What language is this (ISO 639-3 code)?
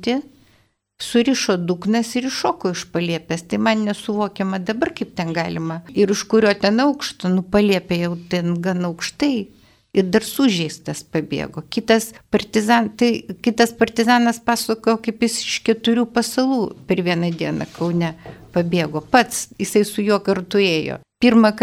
lit